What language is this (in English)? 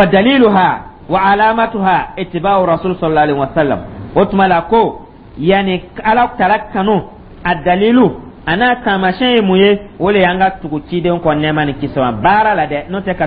Dyula